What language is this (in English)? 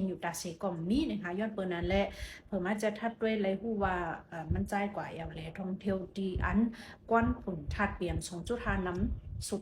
Shan